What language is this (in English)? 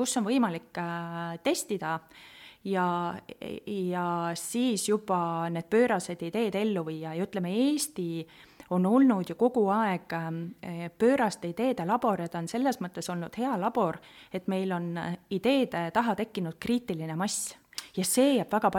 Estonian